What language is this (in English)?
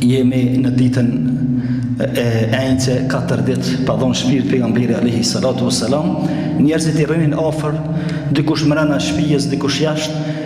Albanian